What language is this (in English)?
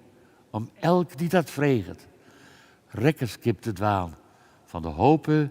Western Frisian